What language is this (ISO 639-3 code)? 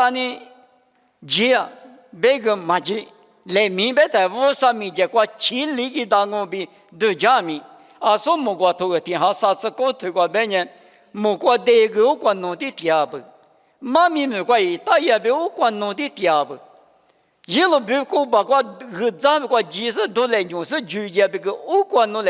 lis